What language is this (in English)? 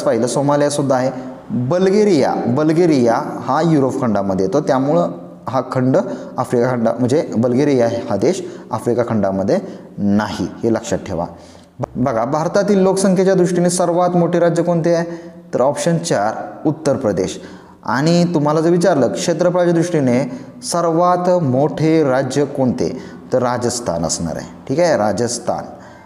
Marathi